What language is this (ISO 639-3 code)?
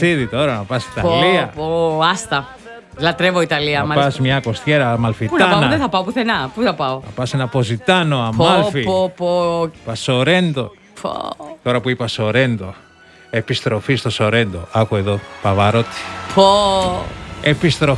ell